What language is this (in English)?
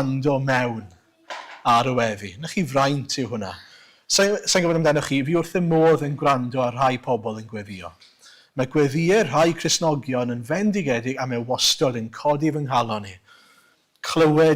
Welsh